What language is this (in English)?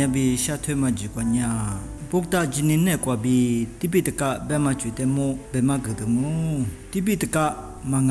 Lisu